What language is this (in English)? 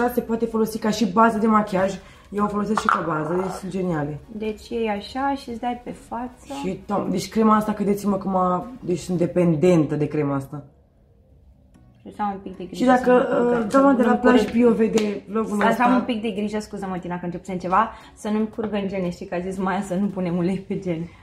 Romanian